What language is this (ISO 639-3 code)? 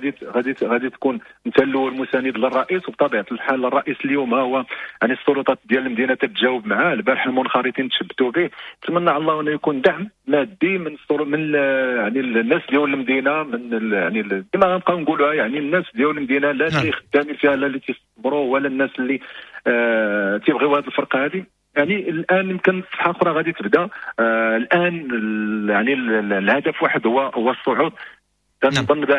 ary